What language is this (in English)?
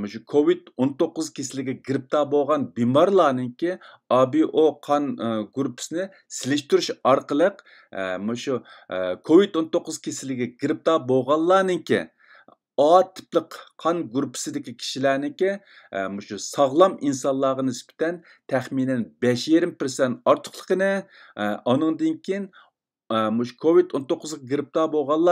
Uyghur